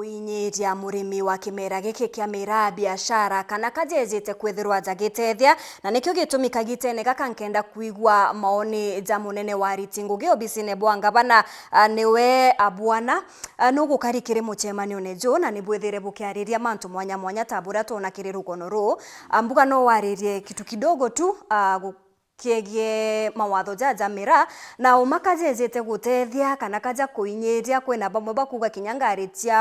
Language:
Meru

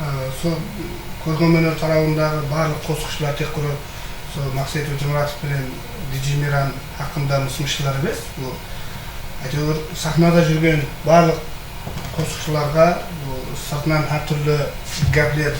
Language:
Kara-Kalpak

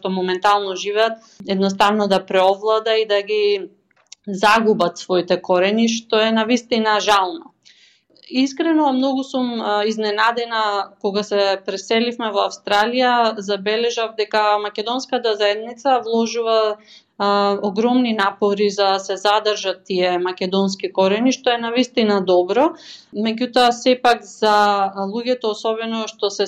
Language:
Macedonian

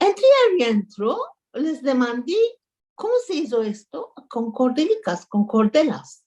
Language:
Ladino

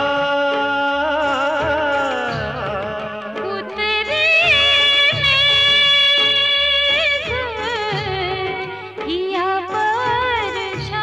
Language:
Hindi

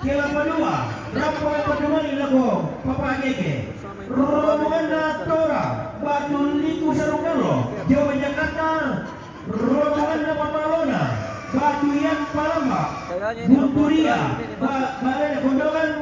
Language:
Toraja-Sa'dan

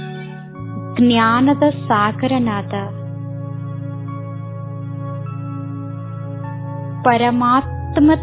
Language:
Kannada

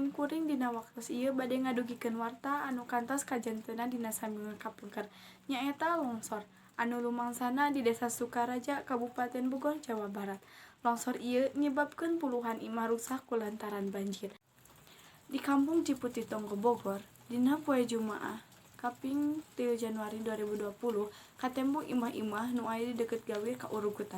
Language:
Sundanese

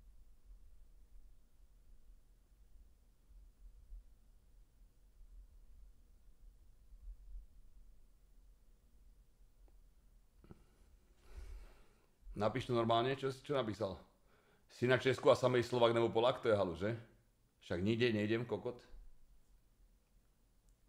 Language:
Slovak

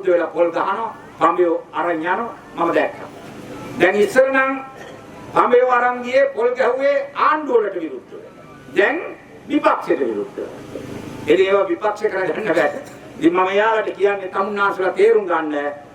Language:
Sinhala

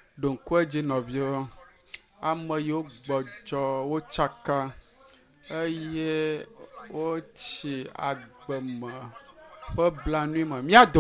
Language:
Ewe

